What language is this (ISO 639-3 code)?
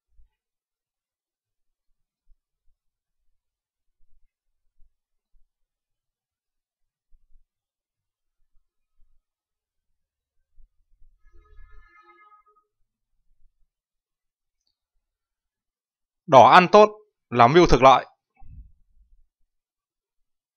vie